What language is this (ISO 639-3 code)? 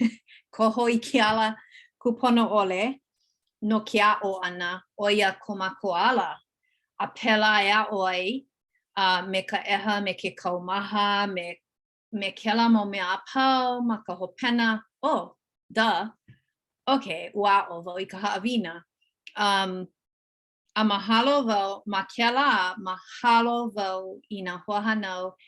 haw